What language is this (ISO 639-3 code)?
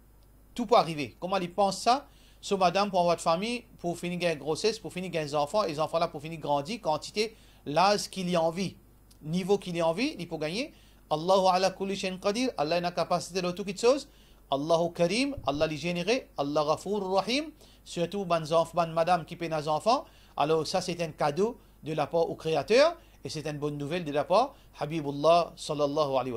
mfe